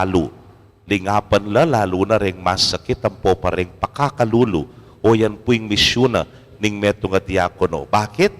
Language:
Pampanga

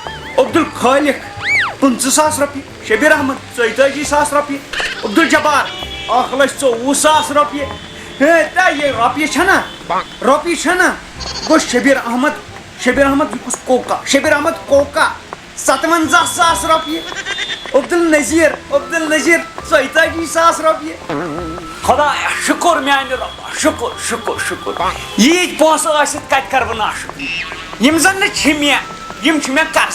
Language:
Kashmiri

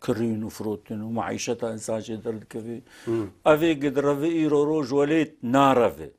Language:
Kurdish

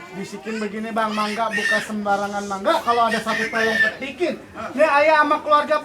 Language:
Betawi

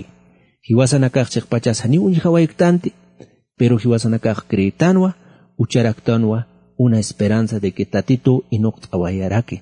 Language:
Aymara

